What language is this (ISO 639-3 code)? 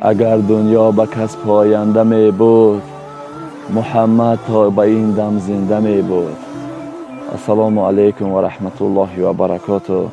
tgk